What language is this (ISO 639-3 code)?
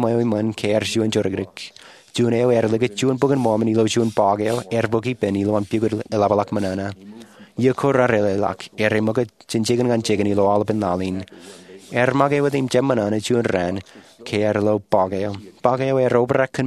mah